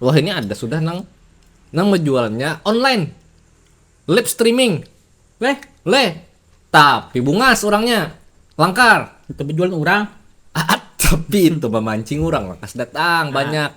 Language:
Banjar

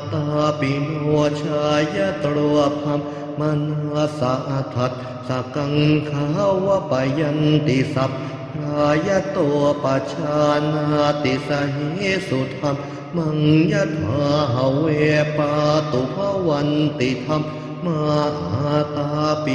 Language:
Pali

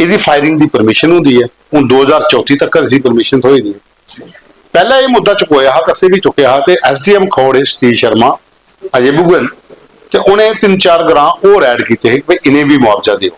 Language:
Dogri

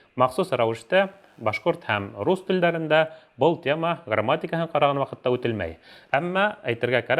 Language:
Bashkir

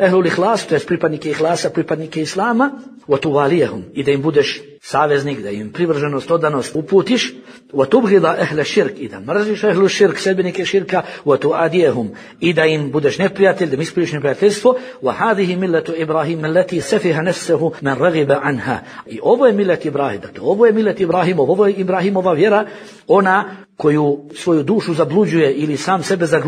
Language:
Bosnian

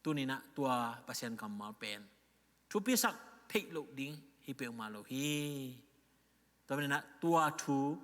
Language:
Tedim Chin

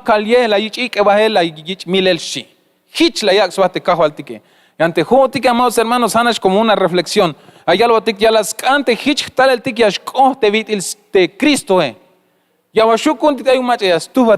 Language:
Tzeltal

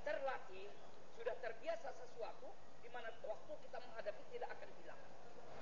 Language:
Indonesian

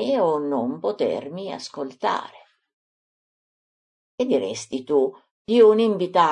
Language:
Italian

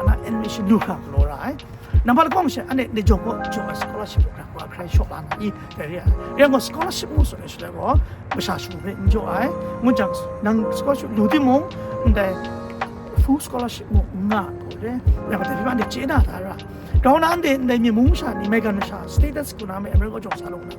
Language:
Kachin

